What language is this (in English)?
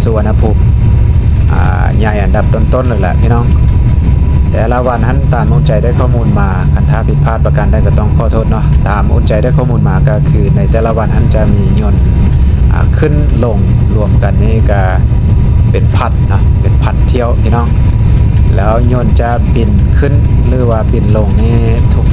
Lao